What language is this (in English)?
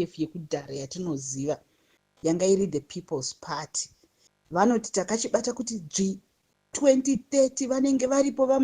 Shona